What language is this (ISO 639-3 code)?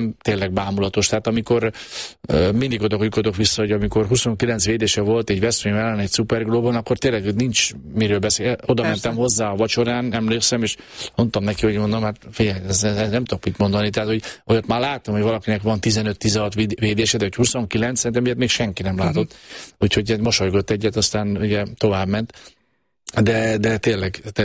hun